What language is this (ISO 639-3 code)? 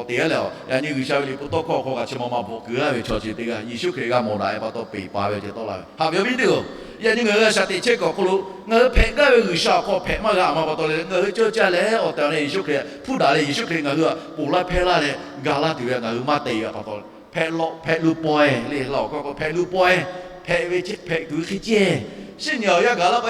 lhu